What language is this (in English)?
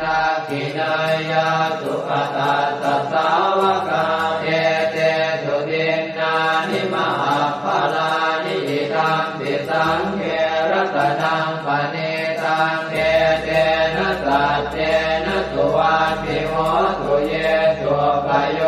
Pali